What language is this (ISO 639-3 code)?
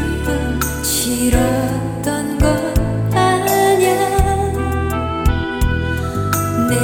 kor